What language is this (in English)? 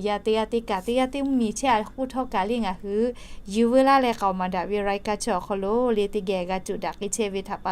Lahu